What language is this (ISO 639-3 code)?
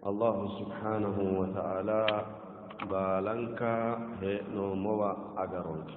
sid